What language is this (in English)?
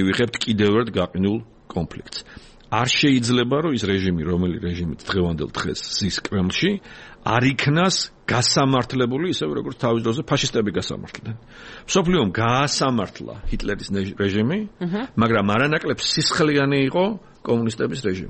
Georgian